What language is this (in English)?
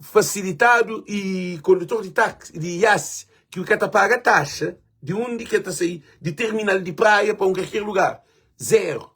Kabuverdianu